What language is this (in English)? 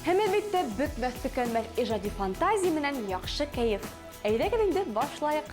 Bashkir